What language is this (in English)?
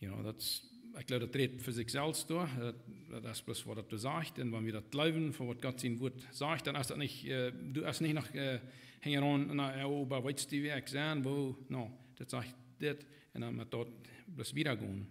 Plautdietsch